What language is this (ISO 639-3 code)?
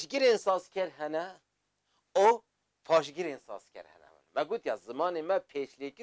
kur